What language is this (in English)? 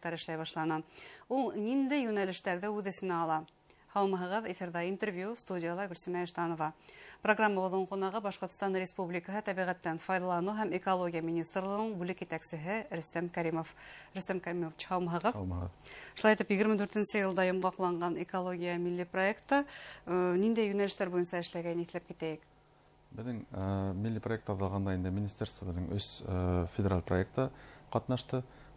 Bashkir